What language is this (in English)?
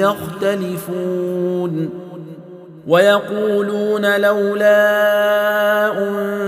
Arabic